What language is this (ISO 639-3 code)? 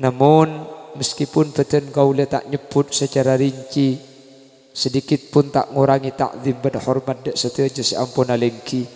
mad